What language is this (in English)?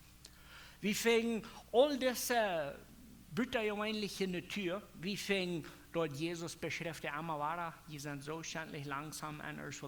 Plautdietsch